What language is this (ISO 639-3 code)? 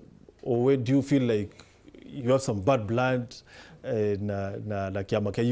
mer